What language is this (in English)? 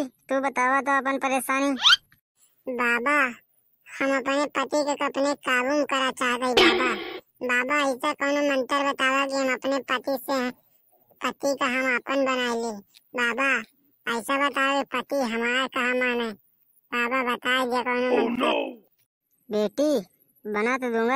Bhojpuri